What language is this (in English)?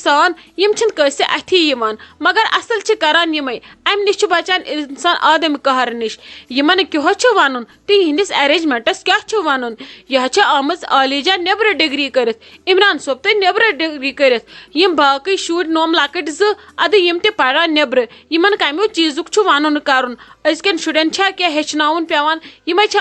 Kashmiri